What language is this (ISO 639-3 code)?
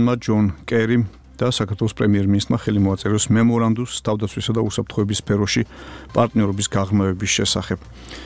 kat